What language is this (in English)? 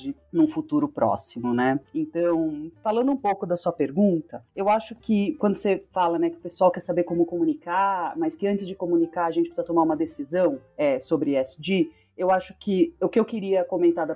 Portuguese